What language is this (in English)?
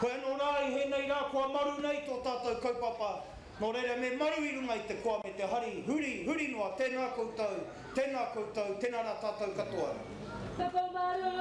Māori